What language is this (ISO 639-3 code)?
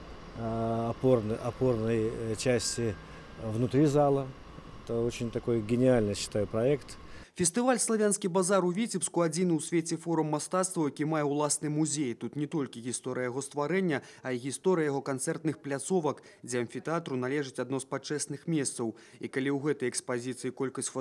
bel